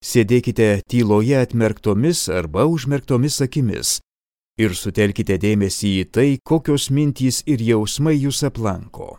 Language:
Lithuanian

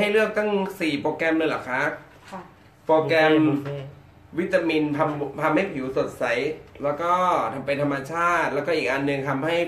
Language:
Thai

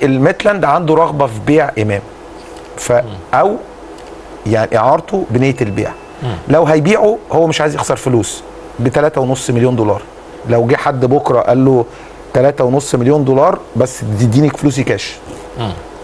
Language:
Egyptian Arabic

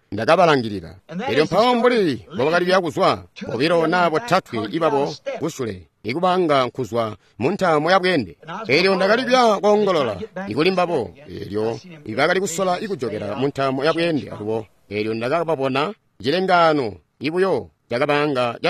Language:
Tonga (Zambia)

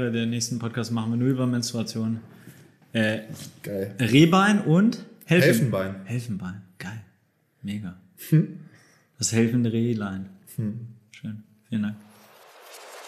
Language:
German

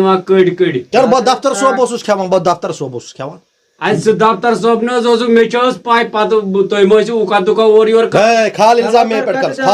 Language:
Kashmiri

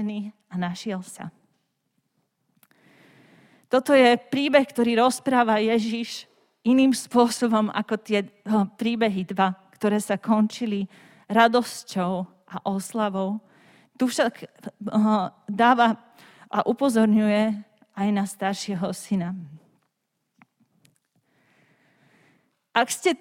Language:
Slovak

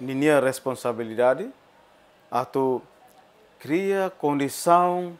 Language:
Tetum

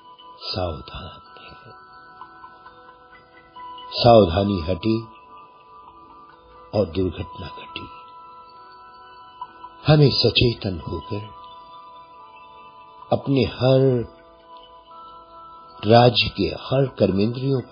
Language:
Hindi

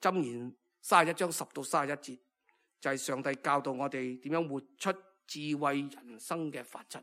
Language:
Cantonese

